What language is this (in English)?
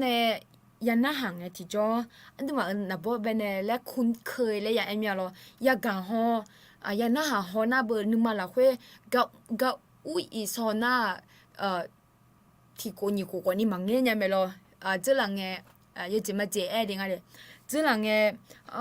Akha